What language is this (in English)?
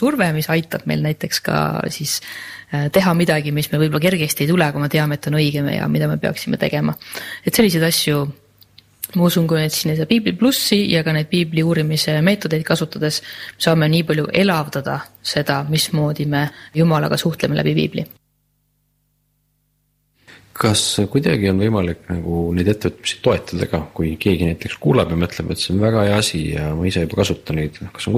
Estonian